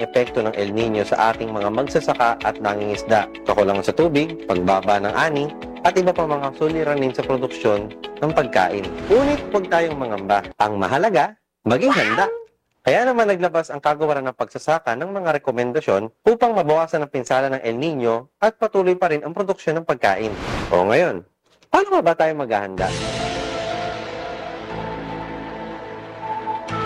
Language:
Filipino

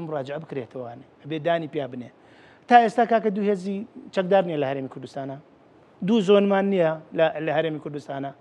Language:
Central Kurdish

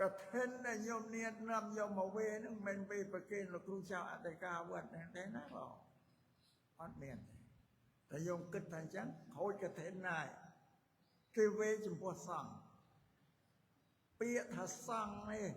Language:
Khmer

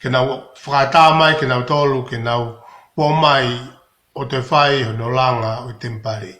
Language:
Tongan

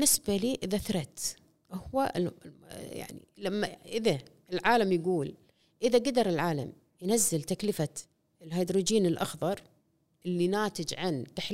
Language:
Gulf Arabic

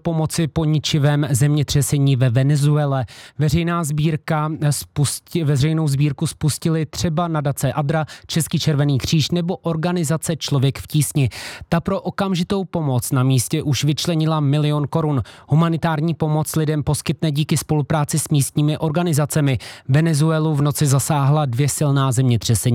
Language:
Czech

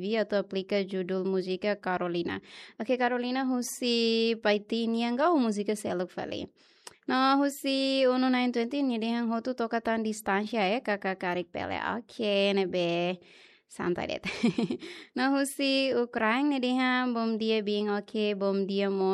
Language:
Tetum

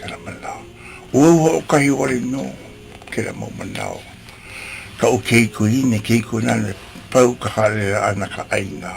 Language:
Hawaiian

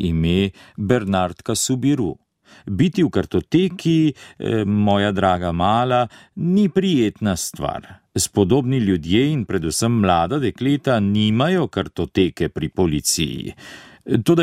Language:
Slovenian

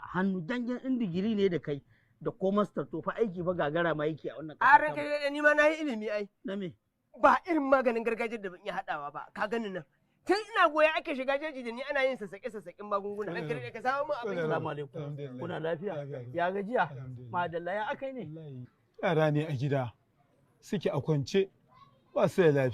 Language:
Hausa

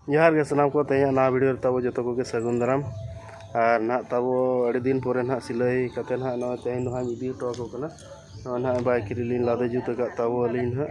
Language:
Santali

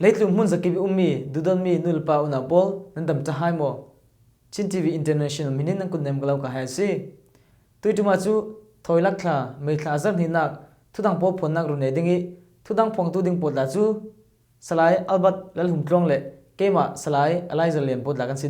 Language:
Falam Chin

